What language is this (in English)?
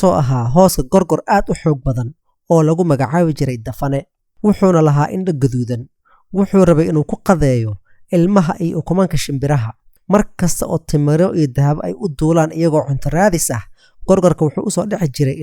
Somali